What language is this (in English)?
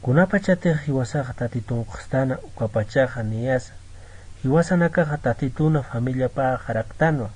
Aymara